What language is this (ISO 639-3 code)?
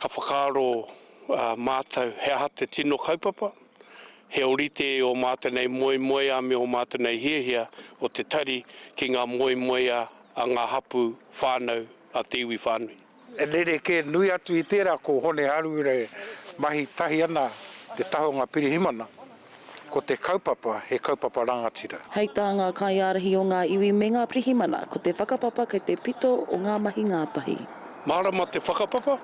mri